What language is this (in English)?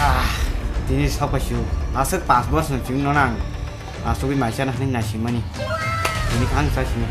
Kok Borok